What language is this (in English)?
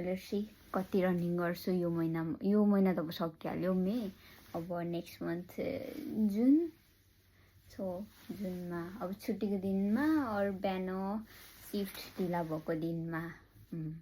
Nepali